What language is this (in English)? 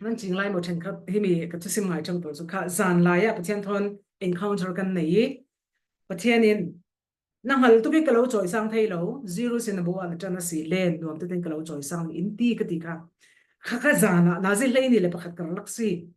Falam Chin